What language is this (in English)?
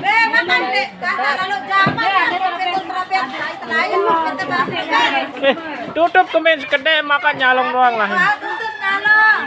Sasak